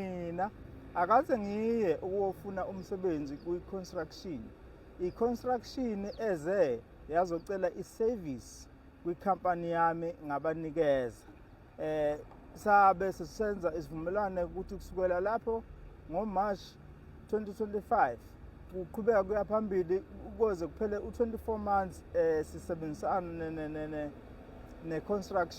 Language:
Zulu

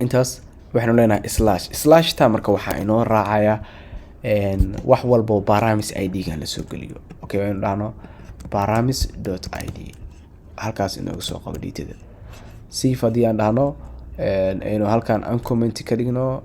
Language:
Somali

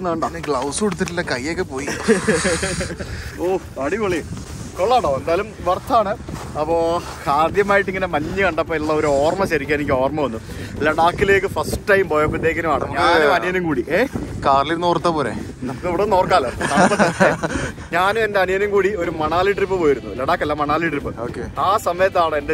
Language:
Malayalam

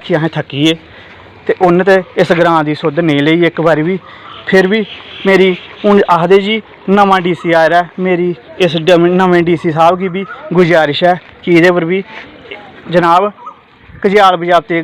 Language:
Dogri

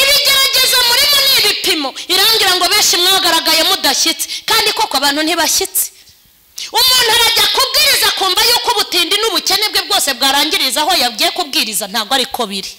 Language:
Kinyarwanda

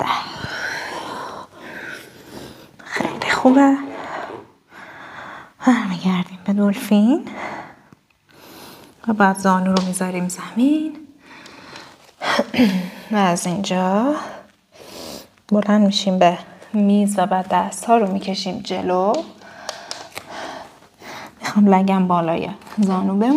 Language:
Persian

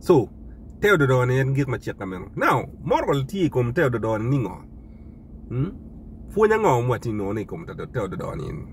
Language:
Acoli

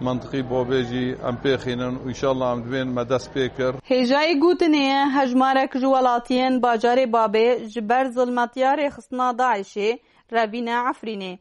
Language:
Kurdish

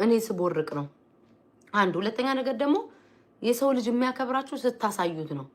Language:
Amharic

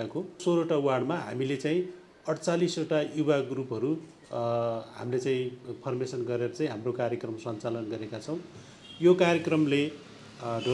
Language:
Nepali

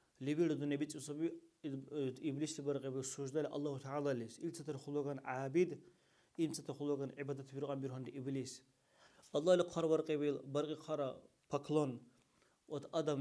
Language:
Dargwa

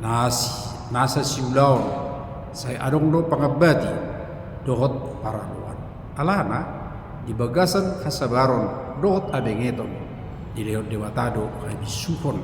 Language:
Batak Toba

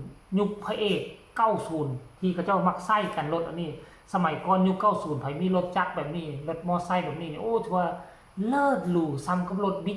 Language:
Northeastern Thai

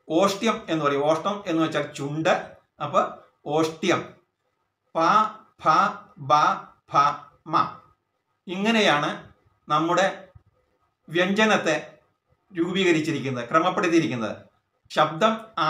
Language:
Malayalam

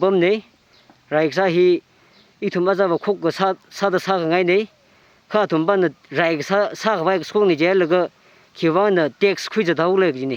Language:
Tangkhul Naga (India)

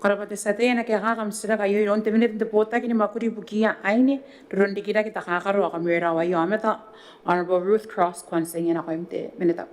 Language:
Gilbertese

